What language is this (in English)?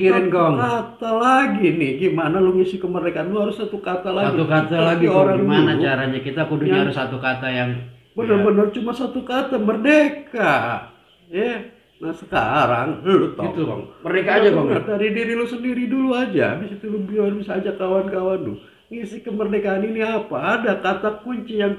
Betawi